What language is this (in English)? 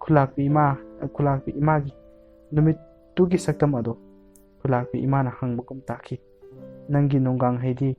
Manipuri